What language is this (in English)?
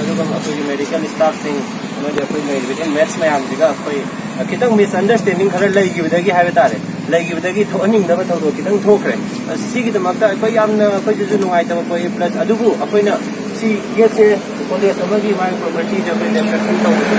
Manipuri